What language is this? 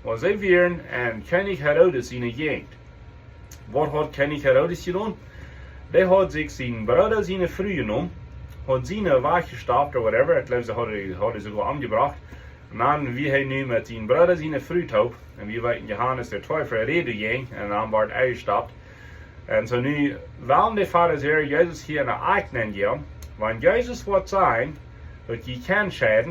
Plautdietsch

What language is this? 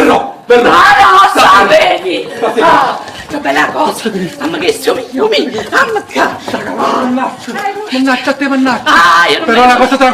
Neapolitan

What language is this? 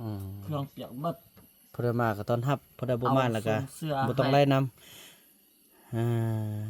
Northeastern Thai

